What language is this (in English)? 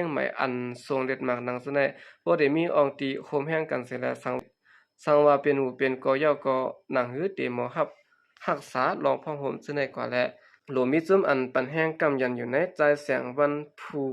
Shan